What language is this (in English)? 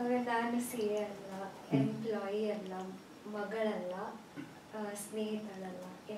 Kannada